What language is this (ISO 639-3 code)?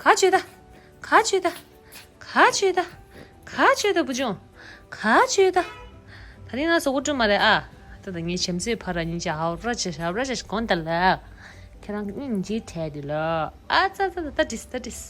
bod